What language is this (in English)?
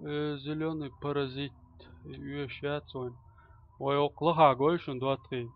Chechen